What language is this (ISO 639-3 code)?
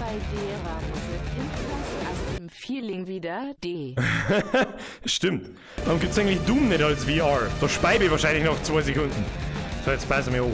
bar